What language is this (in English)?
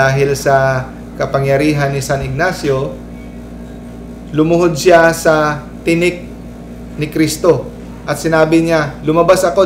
Filipino